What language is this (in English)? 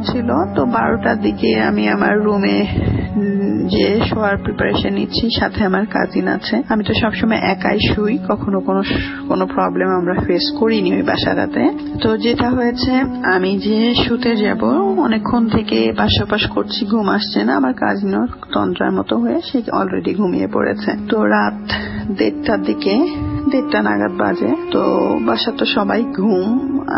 Bangla